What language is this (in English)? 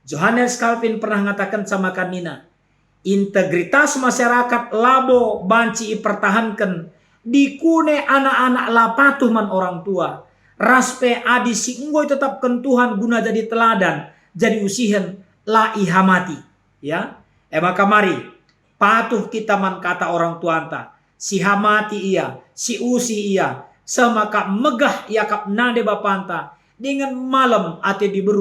Batak Karo